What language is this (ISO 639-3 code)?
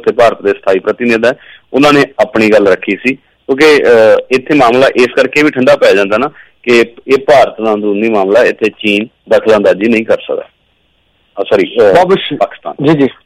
pan